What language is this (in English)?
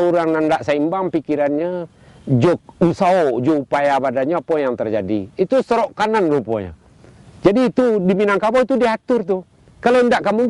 Minangkabau